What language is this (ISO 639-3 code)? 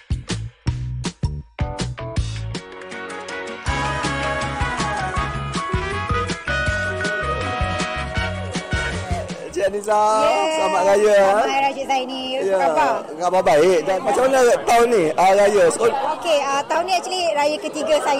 msa